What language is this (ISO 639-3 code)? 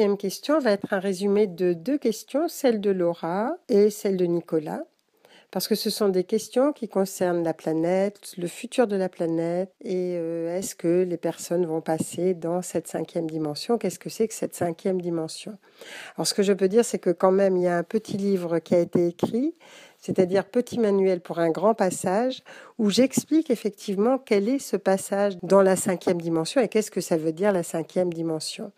fra